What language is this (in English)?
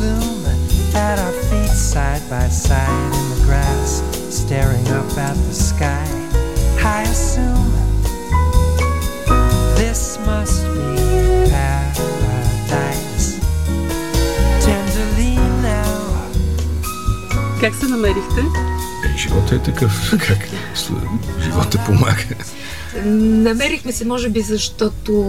Bulgarian